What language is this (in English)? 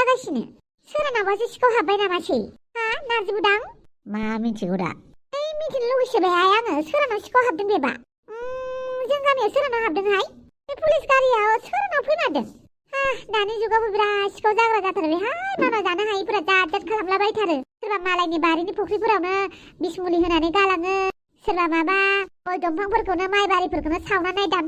Bodo